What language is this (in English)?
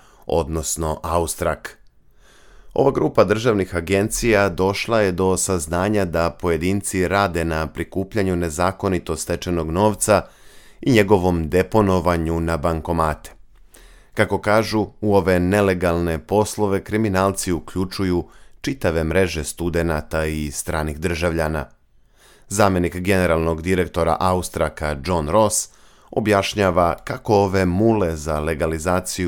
Serbian